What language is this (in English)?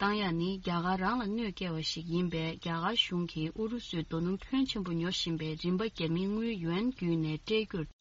Tibetan